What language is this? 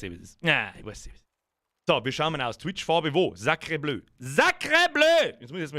Bavarian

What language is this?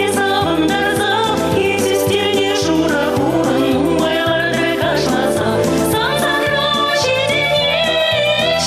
Chuvash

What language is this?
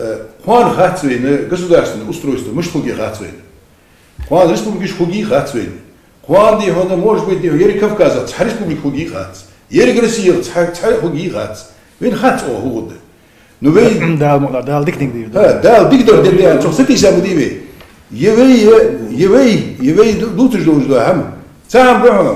Ingush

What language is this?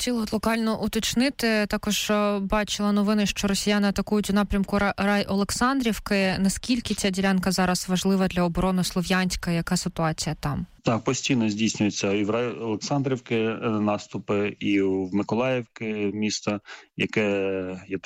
Ukrainian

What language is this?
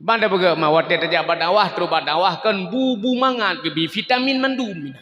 Achinese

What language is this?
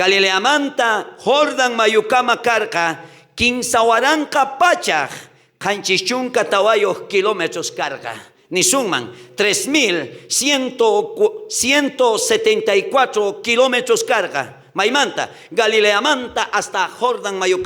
South Bolivian Quechua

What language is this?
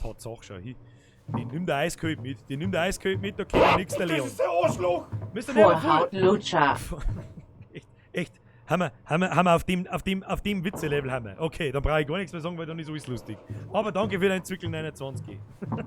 Bavarian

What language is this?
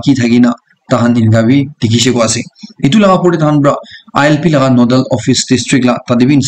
Naga Pidgin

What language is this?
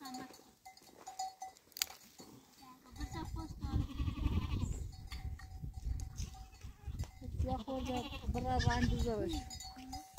Persian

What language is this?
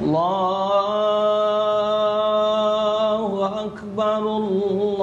Musi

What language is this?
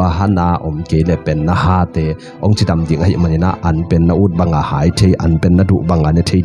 Tedim Chin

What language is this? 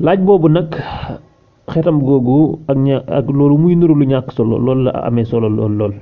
Wolof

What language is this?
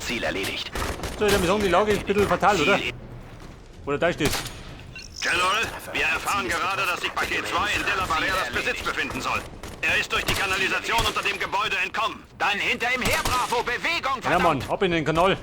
Bavarian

